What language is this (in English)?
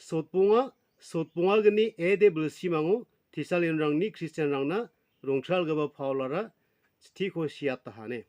Garo